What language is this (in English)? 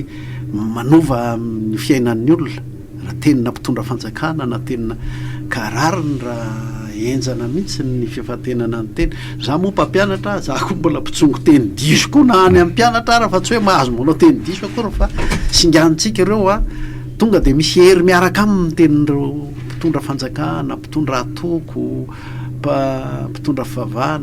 Malagasy